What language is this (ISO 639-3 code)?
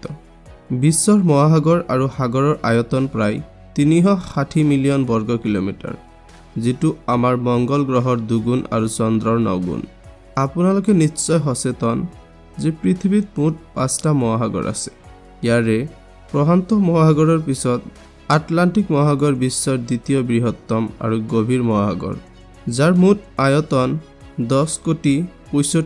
asm